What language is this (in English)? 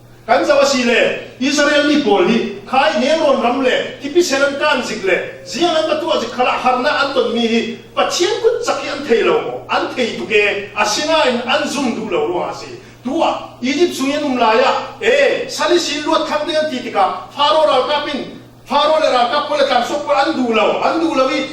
Falam Chin